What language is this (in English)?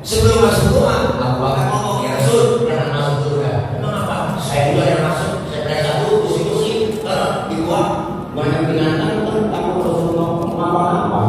Betawi